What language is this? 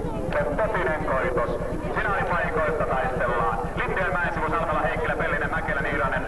Finnish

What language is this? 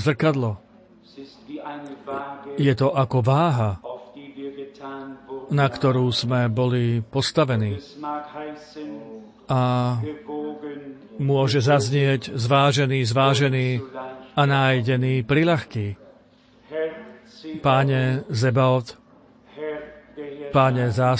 Slovak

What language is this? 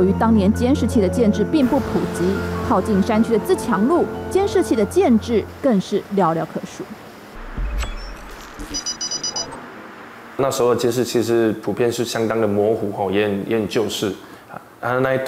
Chinese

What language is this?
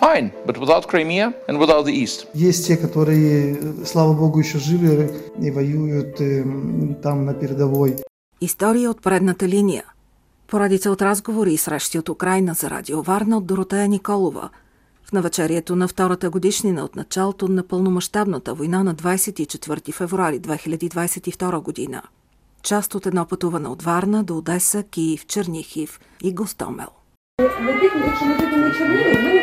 Bulgarian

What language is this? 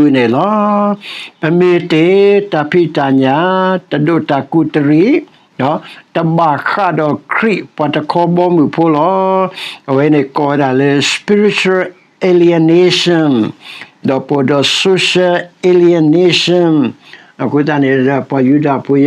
S'gaw Karen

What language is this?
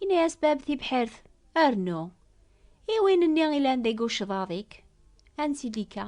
Kabyle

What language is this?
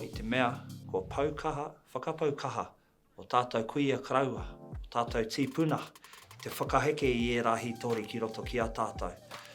Māori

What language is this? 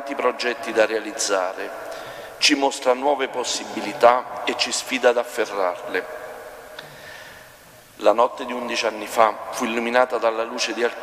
Italian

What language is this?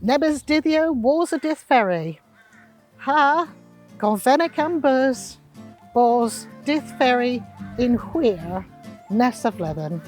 Cornish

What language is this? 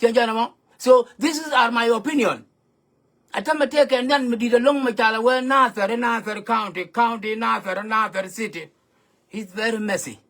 Nuer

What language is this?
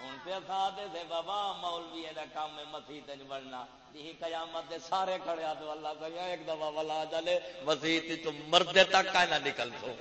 Saraiki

